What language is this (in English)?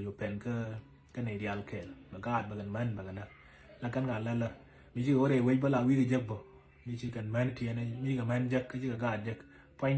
Nuer